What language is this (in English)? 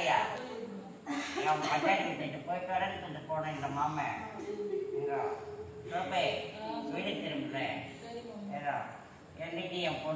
Tamil